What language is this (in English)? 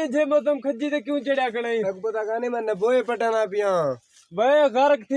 Saraiki